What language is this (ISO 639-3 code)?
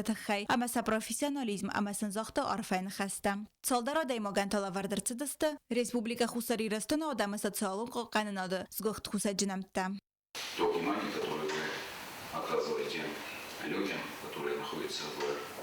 oss